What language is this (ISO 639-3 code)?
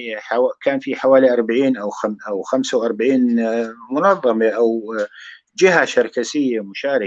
apc